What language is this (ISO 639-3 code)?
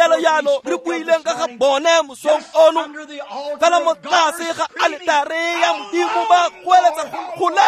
tsn